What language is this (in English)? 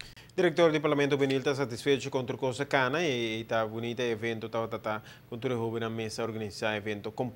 Papiamento